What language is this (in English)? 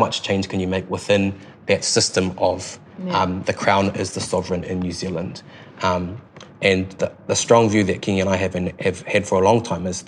English